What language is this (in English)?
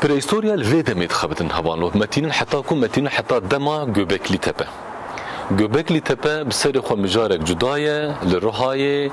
Kurdish